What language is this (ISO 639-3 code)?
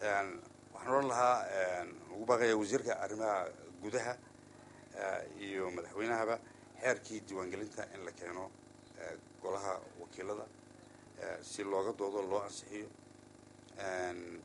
som